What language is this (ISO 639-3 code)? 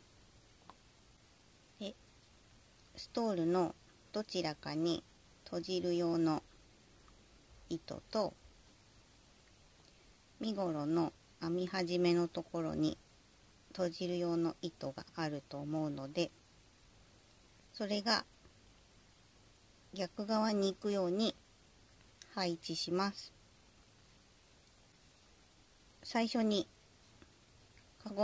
jpn